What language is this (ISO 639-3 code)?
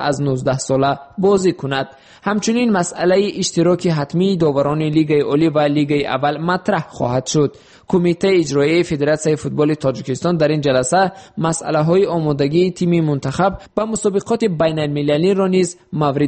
tgk